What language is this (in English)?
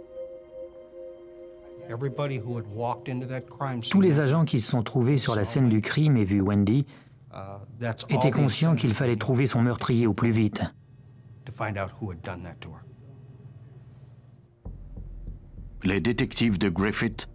French